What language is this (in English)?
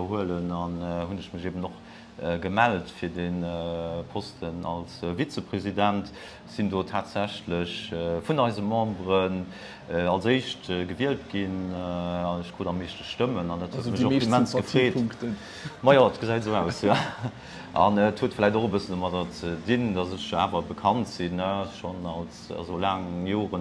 Luxembourgish